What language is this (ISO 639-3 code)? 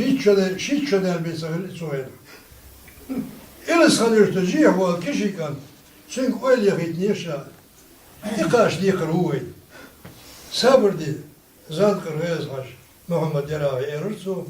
che